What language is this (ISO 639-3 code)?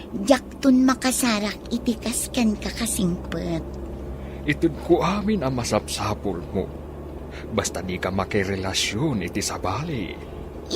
ilo